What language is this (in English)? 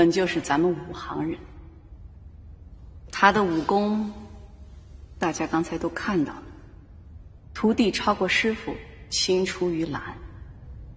Chinese